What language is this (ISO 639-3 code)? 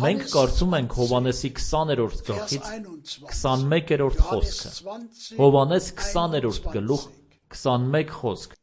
hye